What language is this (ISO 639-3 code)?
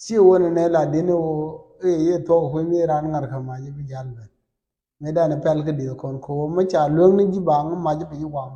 nus